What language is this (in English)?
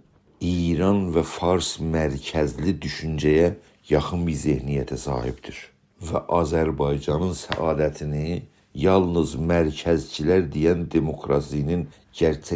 South Azerbaijani